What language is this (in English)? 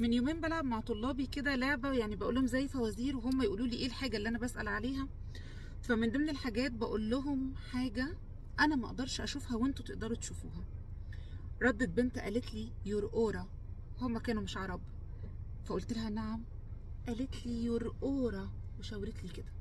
Egyptian Arabic